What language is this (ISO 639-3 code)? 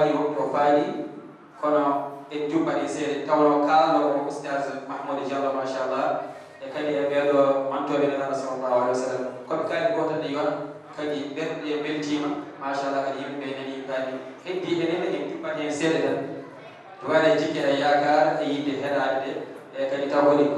ful